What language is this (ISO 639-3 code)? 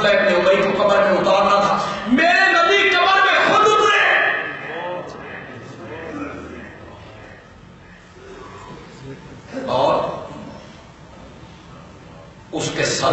urd